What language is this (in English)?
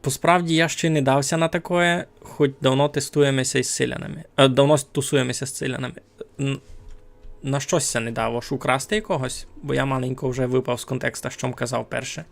Rusyn